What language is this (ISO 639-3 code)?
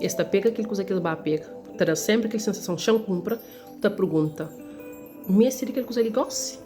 kea